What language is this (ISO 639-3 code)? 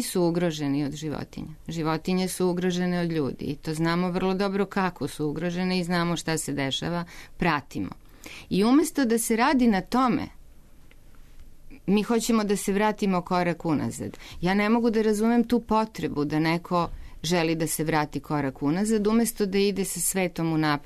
srp